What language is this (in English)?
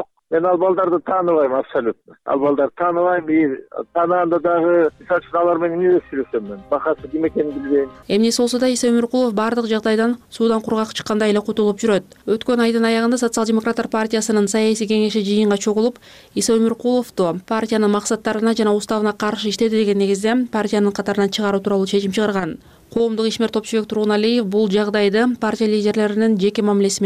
Kyrgyz